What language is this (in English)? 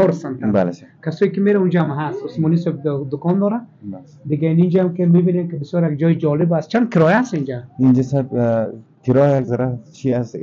Persian